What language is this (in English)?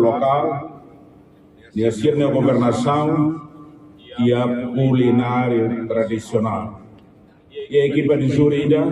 Tetum